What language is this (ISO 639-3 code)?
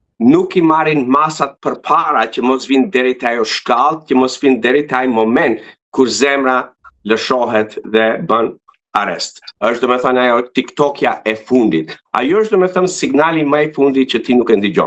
sqi